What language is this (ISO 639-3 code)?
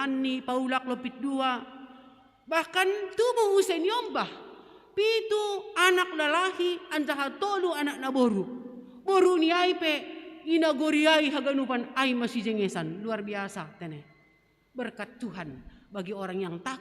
bts